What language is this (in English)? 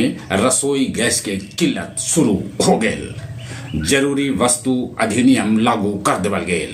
Magahi